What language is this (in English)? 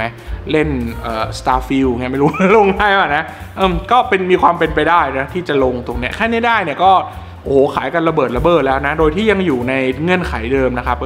Thai